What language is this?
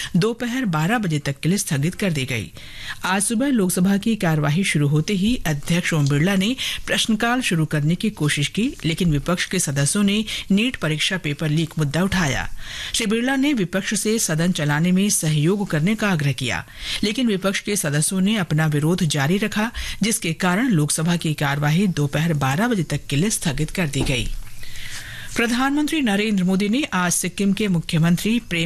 Hindi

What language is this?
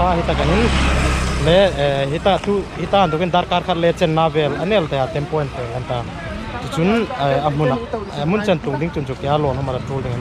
Hmar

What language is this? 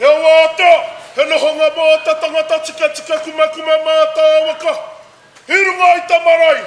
Māori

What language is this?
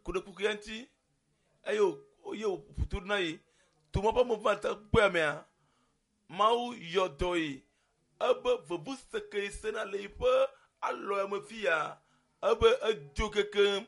Ewe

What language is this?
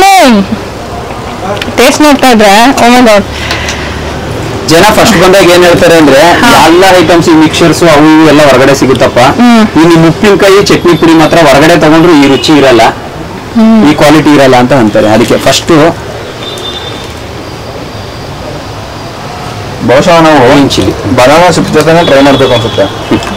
Kannada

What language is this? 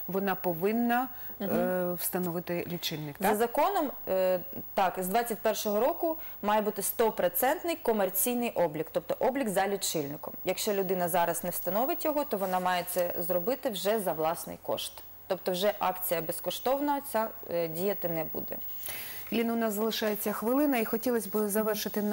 Ukrainian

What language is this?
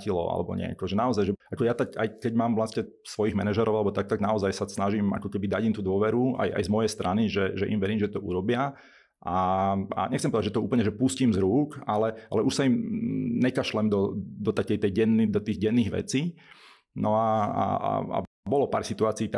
Slovak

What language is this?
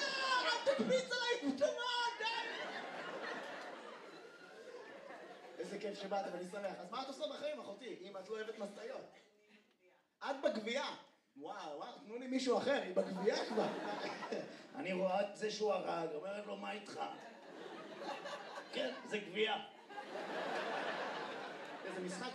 Hebrew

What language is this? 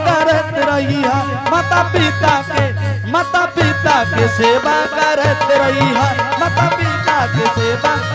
Angika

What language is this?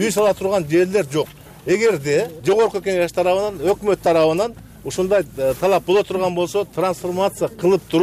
Kyrgyz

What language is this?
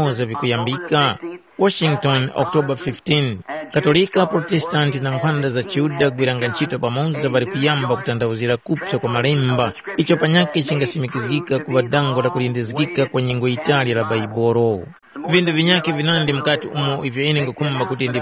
Tumbuka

